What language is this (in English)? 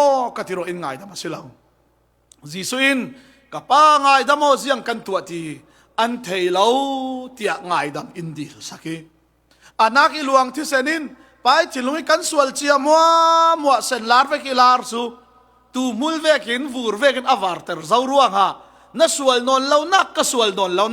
Falam Chin